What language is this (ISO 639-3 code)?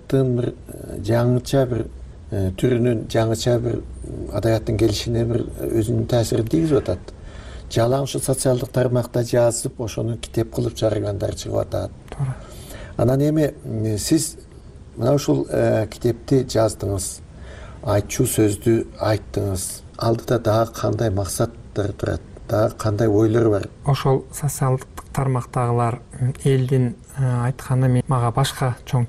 kir